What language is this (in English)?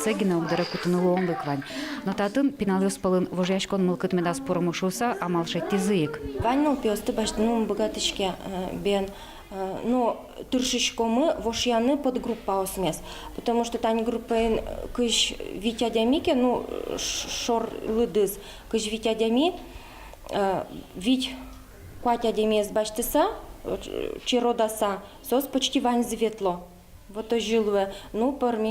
Udmurt